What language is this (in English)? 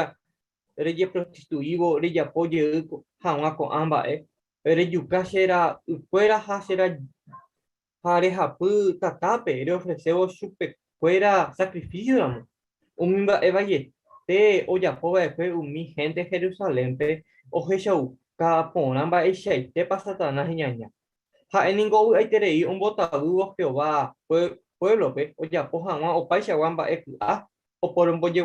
Guarani